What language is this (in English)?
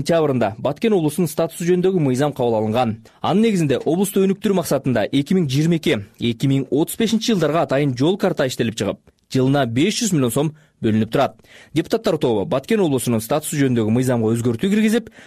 Kyrgyz